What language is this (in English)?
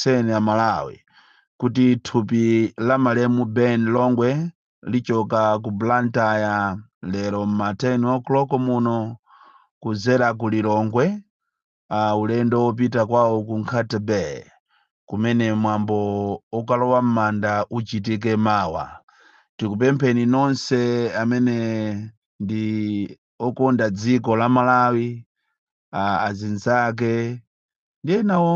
Nyanja